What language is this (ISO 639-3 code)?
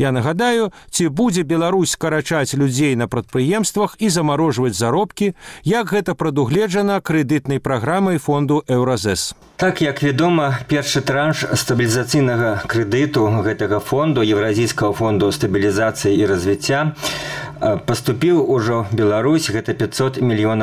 bel